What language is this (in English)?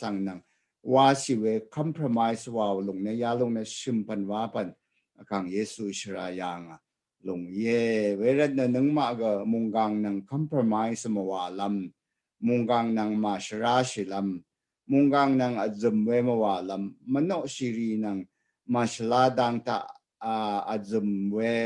Rawang